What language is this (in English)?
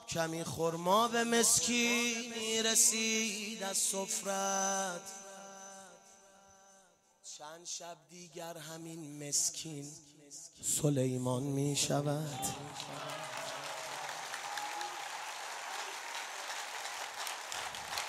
Persian